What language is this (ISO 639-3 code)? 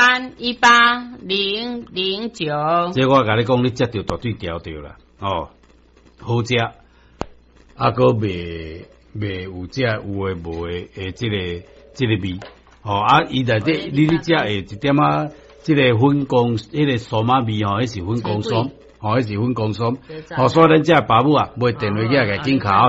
nan